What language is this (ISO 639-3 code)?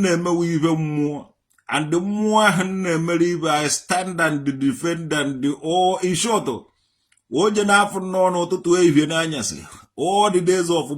ibo